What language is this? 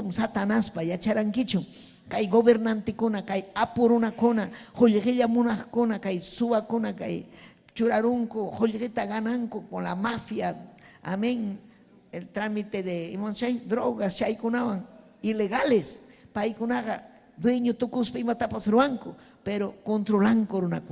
Ayacucho Quechua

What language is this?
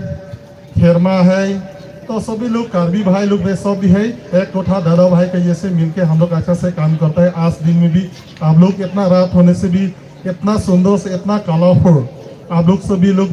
Hmar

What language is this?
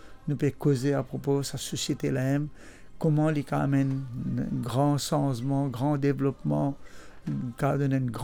Morisyen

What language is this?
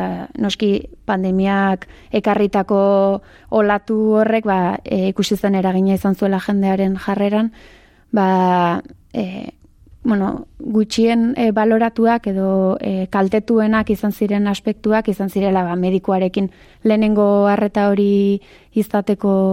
Basque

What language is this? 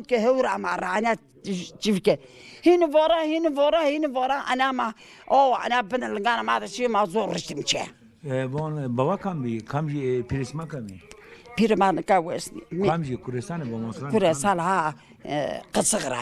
Zaza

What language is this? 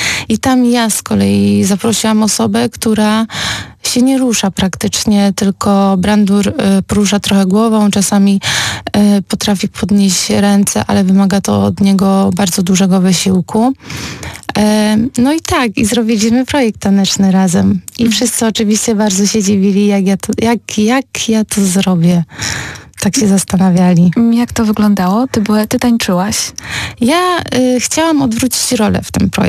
Polish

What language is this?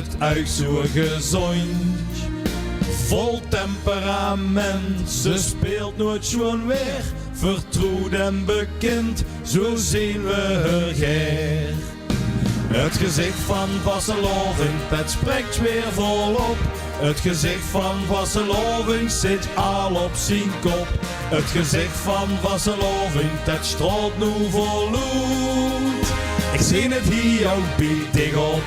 Limburgish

